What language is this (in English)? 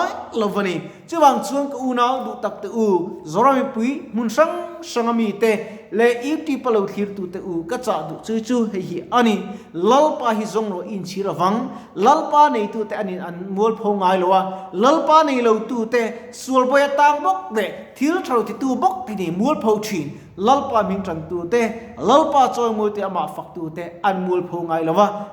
Mizo